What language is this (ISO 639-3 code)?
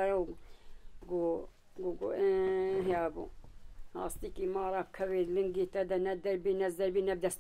kur